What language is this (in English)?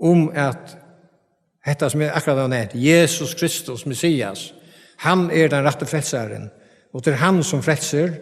Faroese